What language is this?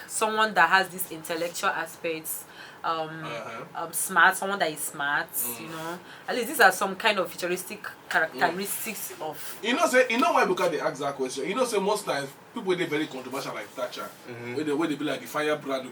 Nigerian Pidgin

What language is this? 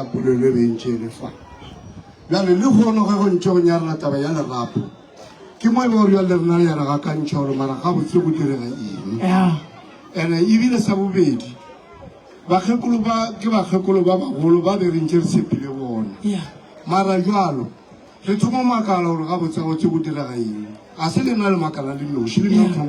Northern Sotho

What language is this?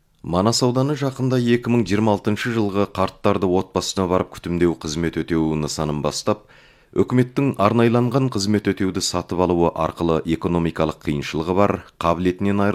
Kazakh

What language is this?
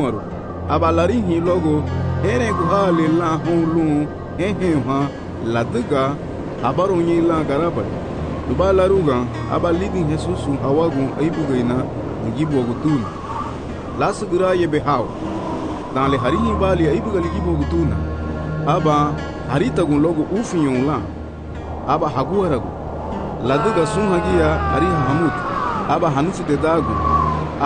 Garifuna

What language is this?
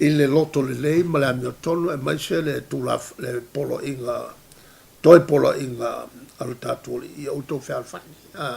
Samoan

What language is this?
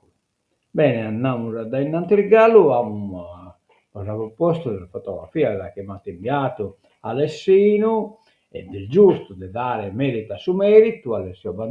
Sardinian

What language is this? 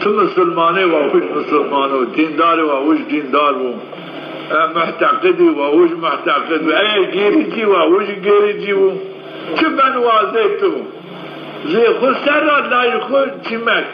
Zaza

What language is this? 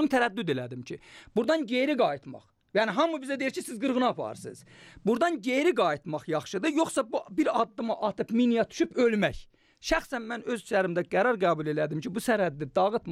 Azerbaijani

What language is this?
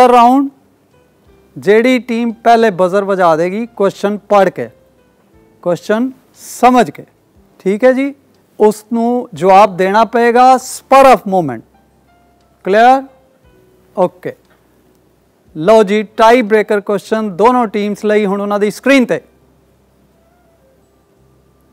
Punjabi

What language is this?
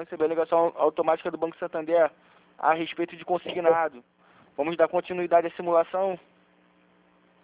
Portuguese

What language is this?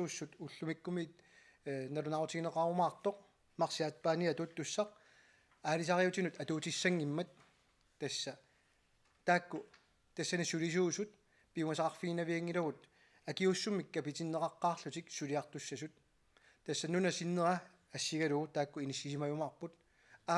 Kalaallisut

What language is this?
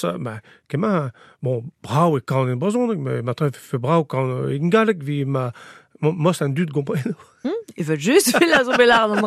Breton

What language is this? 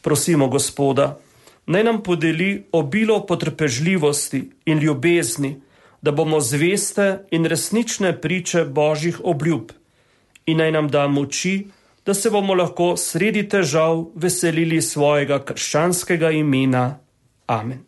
Slovenian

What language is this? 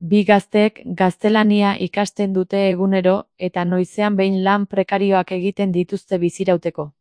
Basque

